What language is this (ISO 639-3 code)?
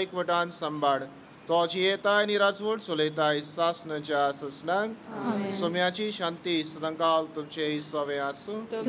kok